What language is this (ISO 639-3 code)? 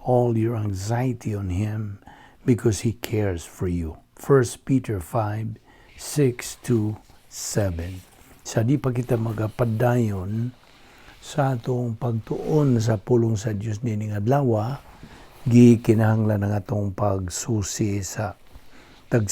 ceb